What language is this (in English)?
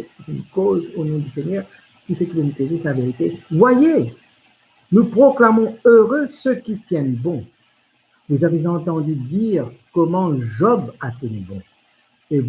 Morisyen